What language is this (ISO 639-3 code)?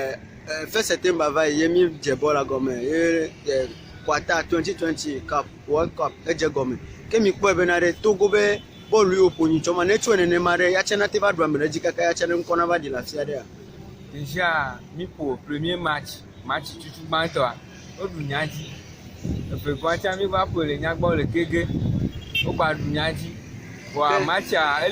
ewe